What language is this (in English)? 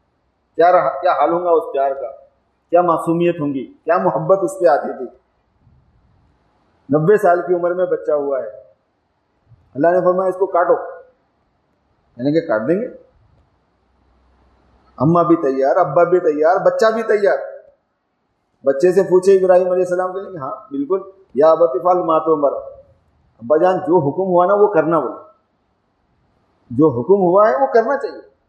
Urdu